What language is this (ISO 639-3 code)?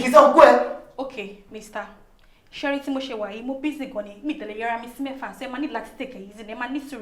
yor